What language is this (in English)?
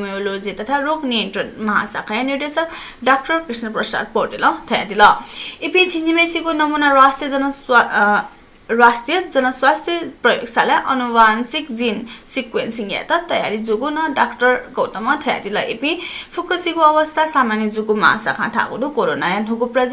Newari